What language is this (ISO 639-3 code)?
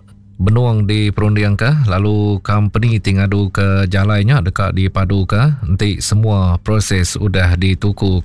iba